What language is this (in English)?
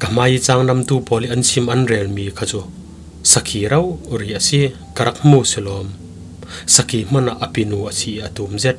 Falam Chin